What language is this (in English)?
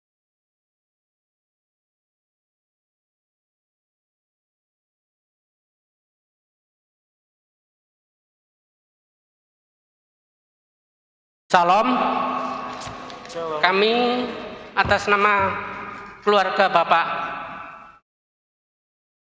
Indonesian